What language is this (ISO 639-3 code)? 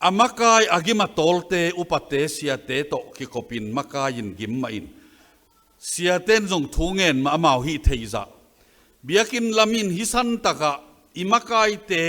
ctd